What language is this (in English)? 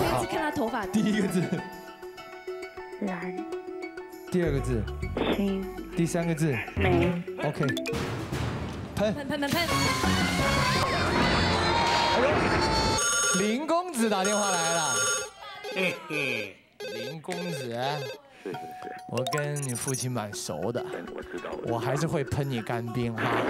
Chinese